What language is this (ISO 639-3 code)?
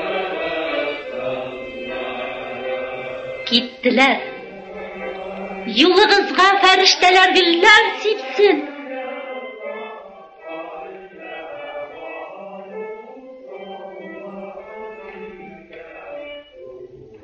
tat